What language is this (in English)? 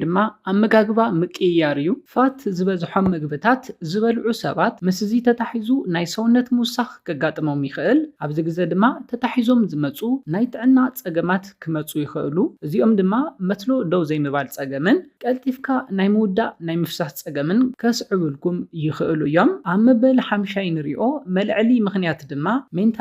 Tigrinya